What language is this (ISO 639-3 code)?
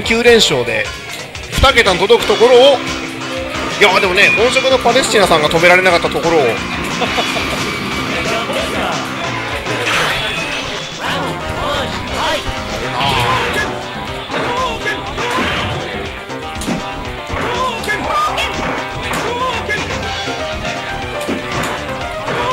jpn